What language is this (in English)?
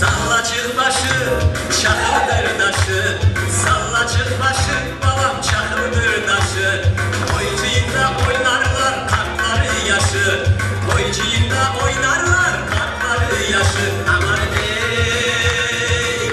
Crimean Tatar